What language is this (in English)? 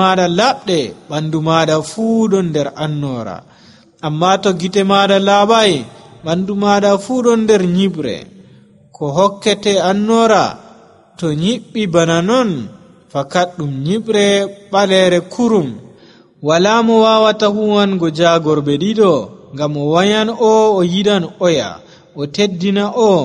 Nigerian Fulfulde